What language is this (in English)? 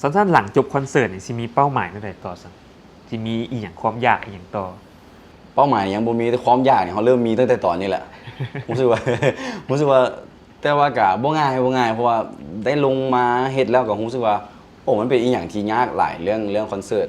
Lao